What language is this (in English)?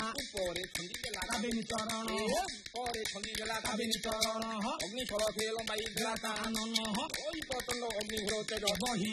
Odia